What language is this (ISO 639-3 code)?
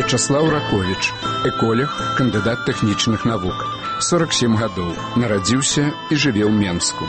bel